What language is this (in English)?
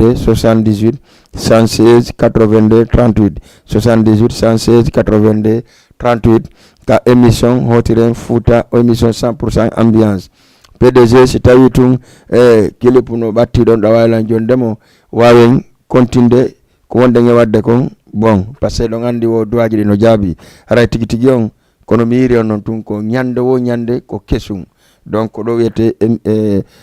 Fula